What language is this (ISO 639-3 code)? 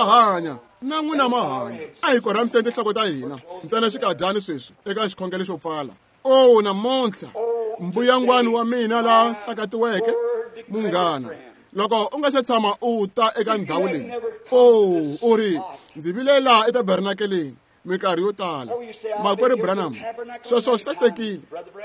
tso